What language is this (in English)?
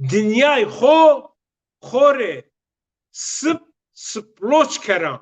Zaza